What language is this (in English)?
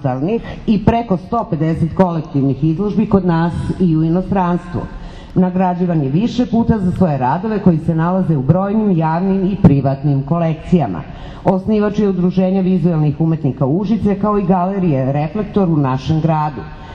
Serbian